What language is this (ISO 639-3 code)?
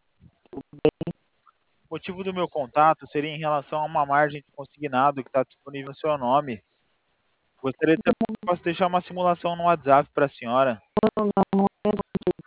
por